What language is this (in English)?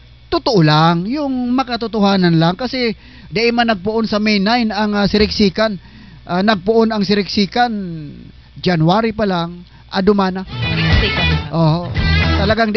Southern Catanduanes Bikol